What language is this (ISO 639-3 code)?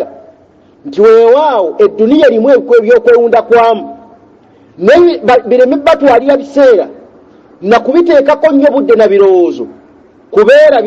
lug